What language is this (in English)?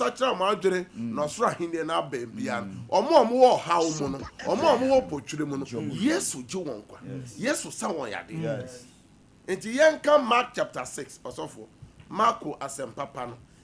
Akan